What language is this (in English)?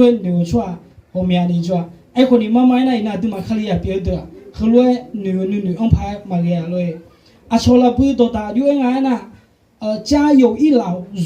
Akha